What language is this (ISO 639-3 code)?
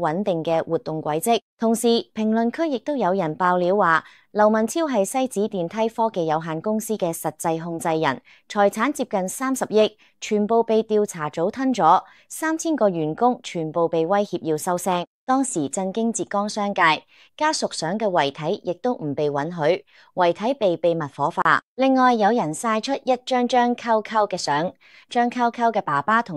yue